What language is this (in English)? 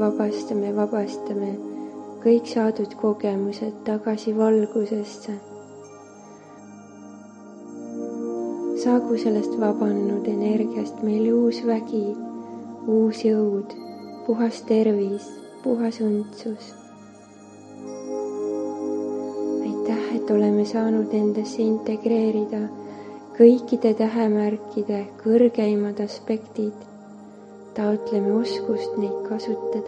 Estonian